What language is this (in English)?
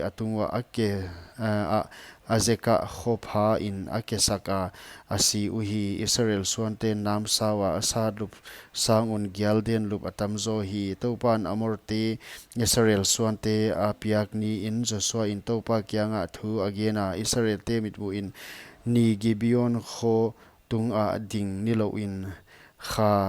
Paite Chin